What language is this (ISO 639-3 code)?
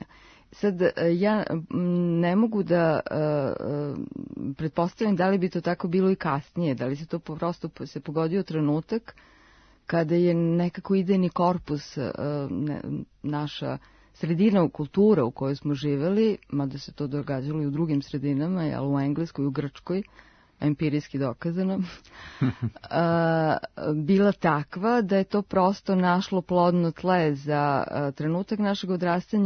srp